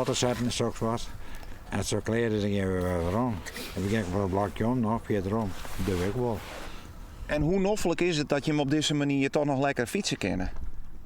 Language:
Western Frisian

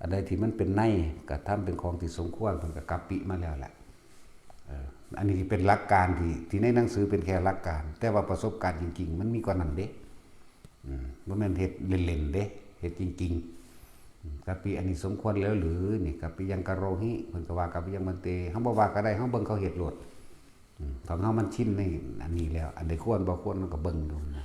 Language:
Northeastern Thai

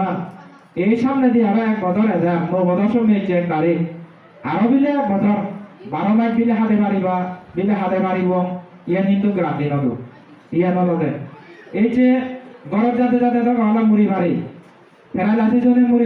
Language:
Chakma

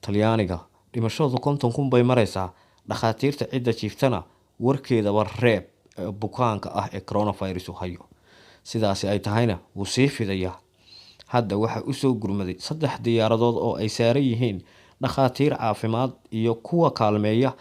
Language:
Somali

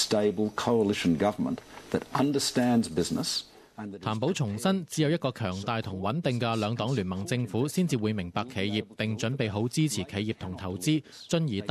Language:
Cantonese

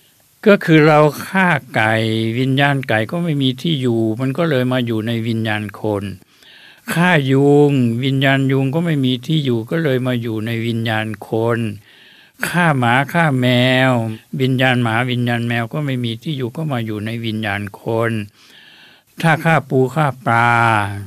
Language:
Thai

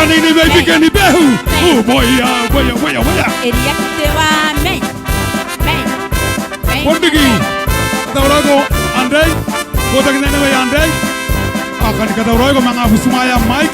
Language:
Gilbertese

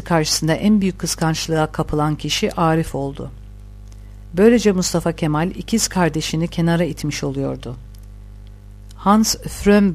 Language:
Turkish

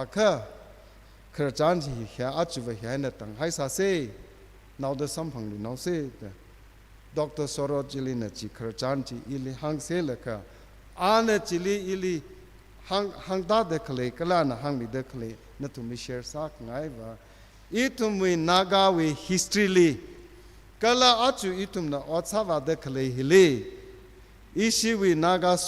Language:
Tangkhul Naga (India)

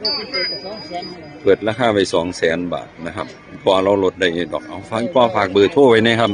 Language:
Northeastern Thai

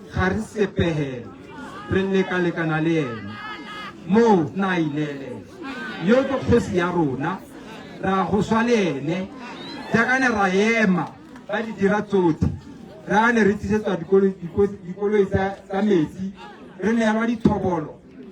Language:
Tswana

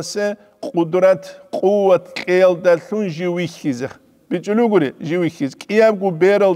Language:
Avaric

